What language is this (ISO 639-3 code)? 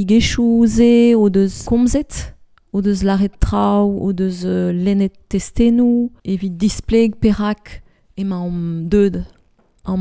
bre